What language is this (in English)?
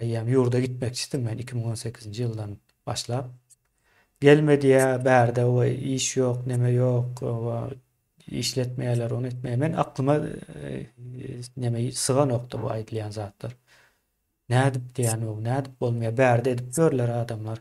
Turkmen